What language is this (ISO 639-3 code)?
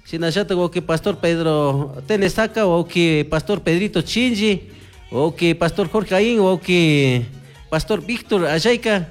qug